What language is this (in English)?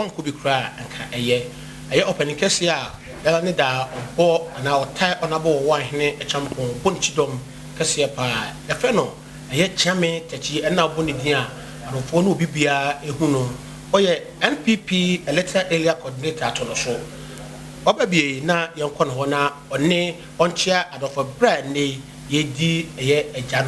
Akan